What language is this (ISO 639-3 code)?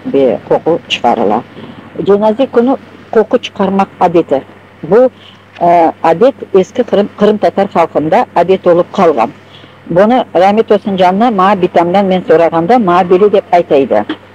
crh